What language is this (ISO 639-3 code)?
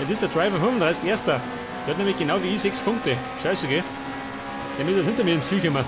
bar